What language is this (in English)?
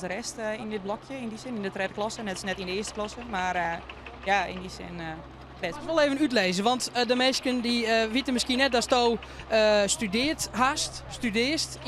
Western Frisian